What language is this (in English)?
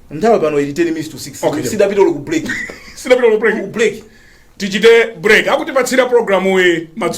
Nyanja